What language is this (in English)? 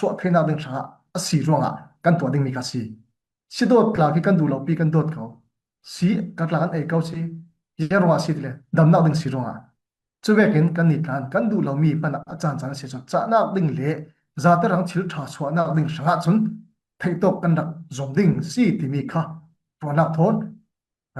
Falam Chin